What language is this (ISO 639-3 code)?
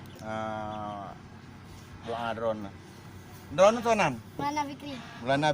ace